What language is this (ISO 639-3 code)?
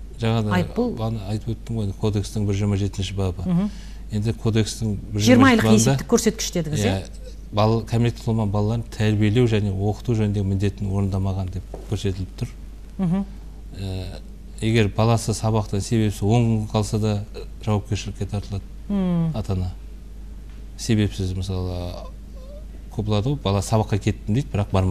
kaz